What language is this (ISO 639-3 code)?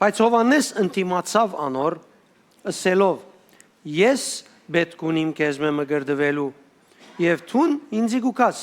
hyw